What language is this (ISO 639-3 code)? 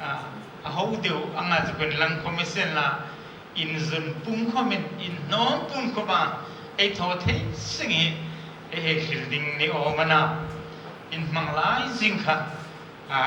hmr